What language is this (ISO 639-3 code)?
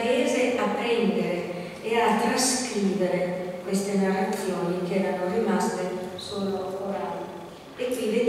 ita